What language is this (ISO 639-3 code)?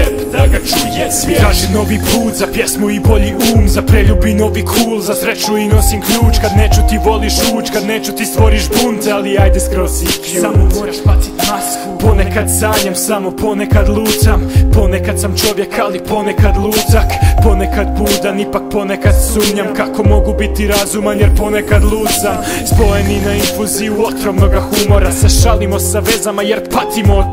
hrv